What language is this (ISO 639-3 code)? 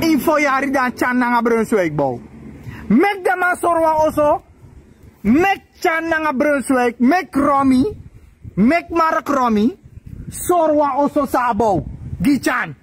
srn